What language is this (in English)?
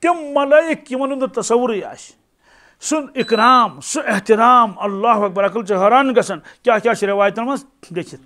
Kashmiri